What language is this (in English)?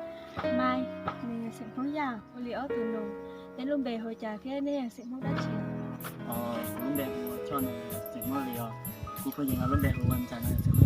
Hmong